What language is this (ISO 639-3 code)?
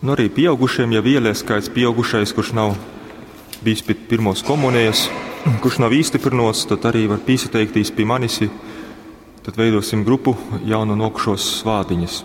ltg